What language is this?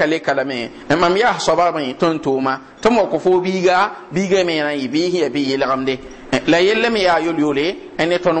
Mossi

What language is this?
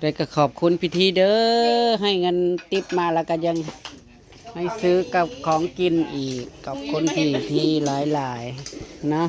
Northeastern Thai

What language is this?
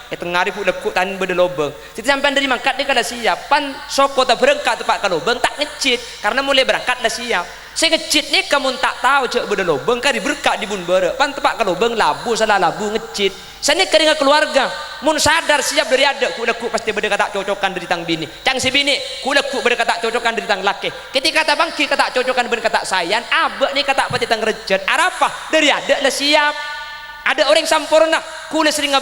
Madurese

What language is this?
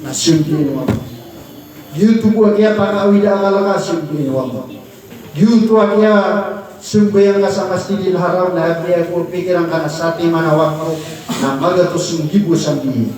Maranao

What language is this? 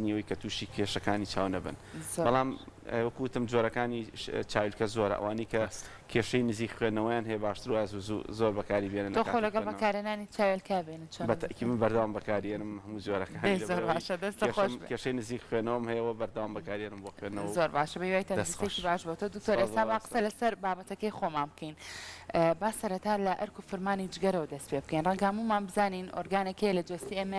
Central Kurdish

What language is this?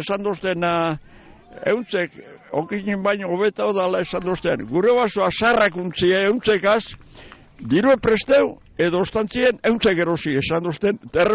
Basque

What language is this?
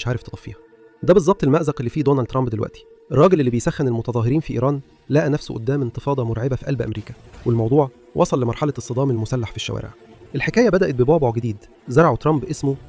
Egyptian Arabic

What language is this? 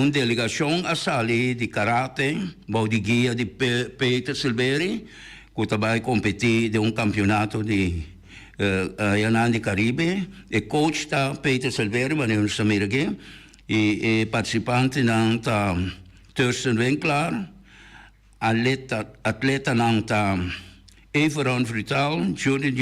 Papiamento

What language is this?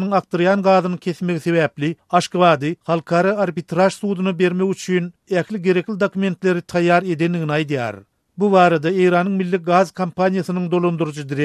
Turkmen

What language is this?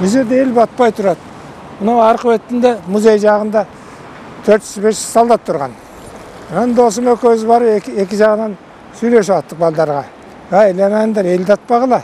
Kyrgyz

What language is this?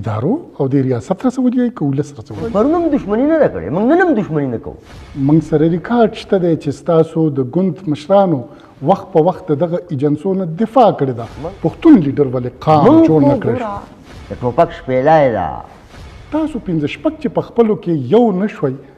Pashto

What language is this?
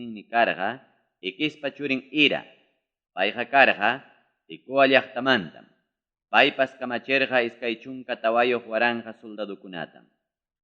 Ayacucho Quechua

